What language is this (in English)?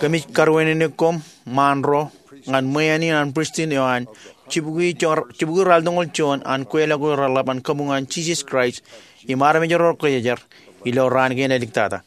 Marshallese